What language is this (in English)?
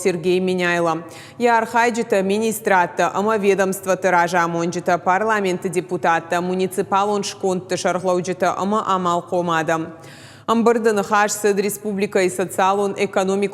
Ossetic